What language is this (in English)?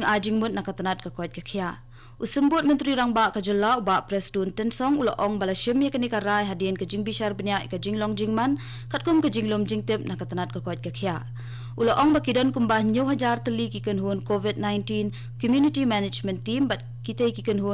Khasi